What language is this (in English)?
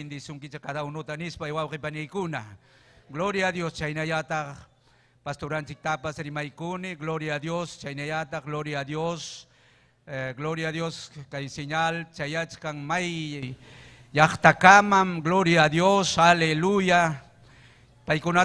Ayacucho Quechua